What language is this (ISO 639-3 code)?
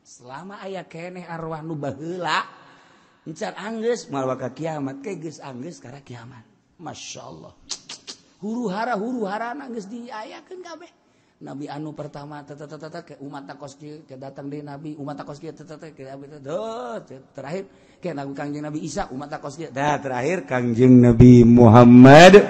sun